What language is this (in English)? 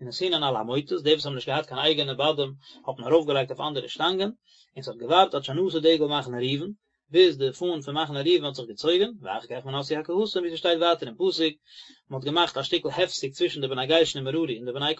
Yiddish